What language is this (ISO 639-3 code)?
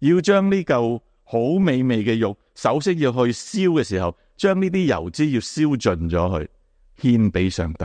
yue